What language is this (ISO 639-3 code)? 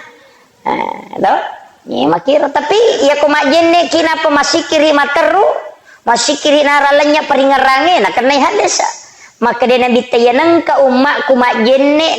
bug